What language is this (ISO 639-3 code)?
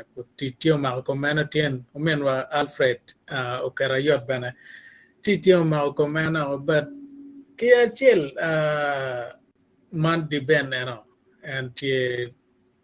ach